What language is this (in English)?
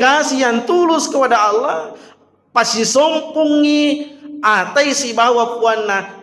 Buginese